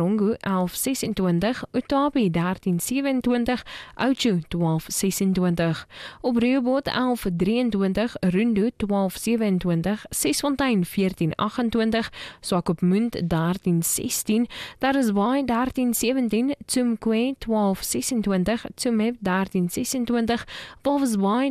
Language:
Afrikaans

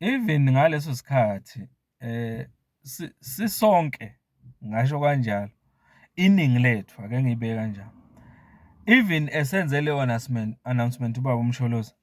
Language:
Zulu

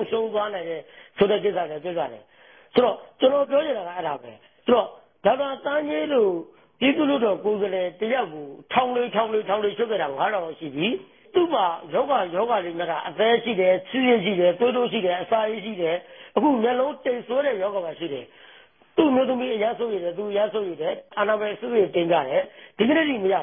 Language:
Burmese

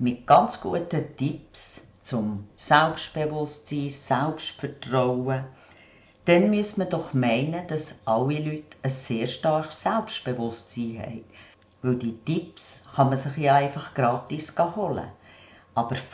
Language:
Swiss German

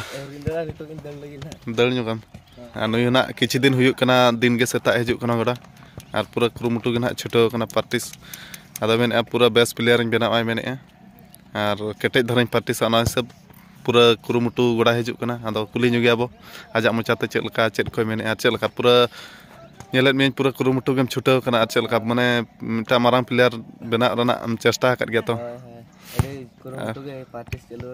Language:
Santali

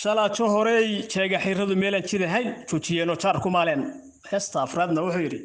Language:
Somali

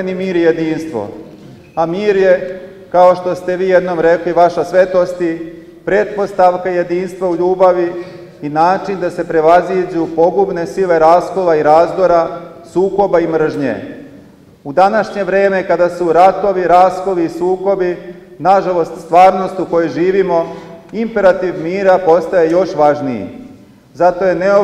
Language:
Serbian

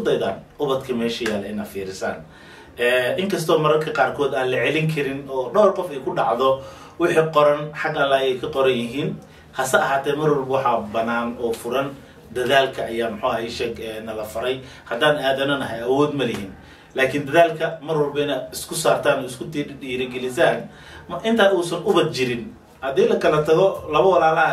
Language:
Somali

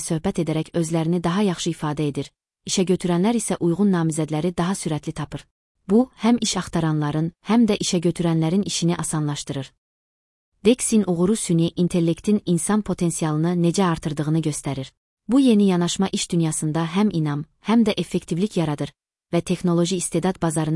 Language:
Azerbaijani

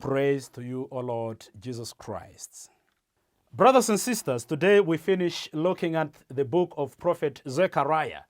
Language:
English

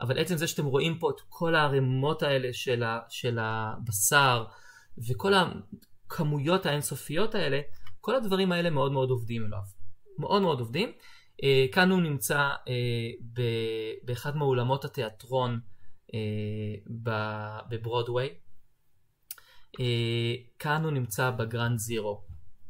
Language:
Hebrew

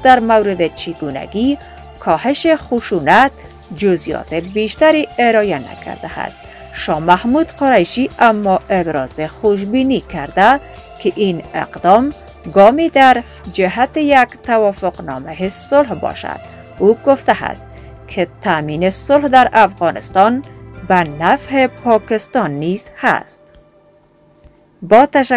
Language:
Persian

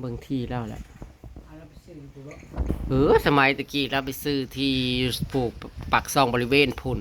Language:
Northeastern Thai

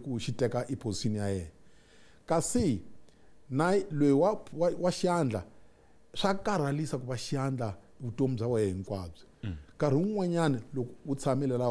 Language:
Tsonga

